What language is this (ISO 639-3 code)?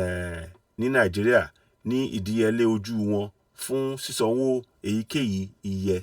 yor